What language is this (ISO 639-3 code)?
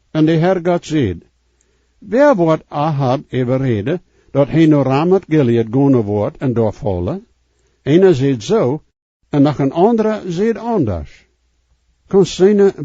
pdt